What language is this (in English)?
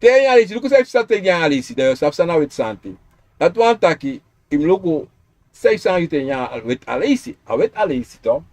Sranan Tongo